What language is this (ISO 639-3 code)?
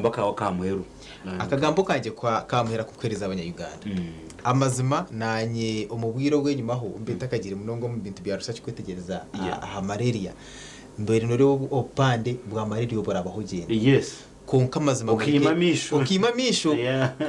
nyn